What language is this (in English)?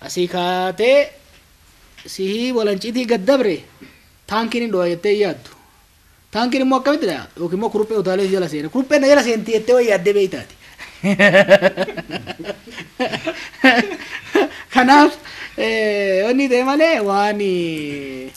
Oromo